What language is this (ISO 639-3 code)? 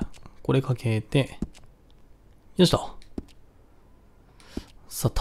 jpn